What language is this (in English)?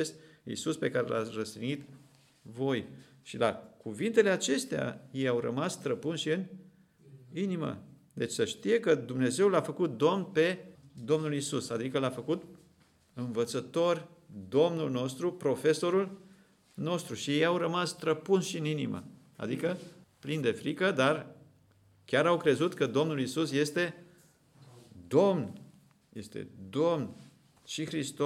Romanian